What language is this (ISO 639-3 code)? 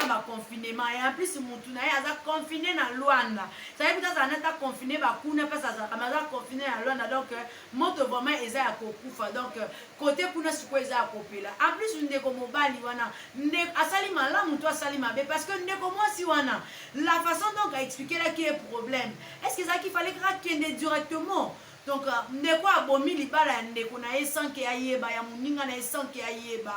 lin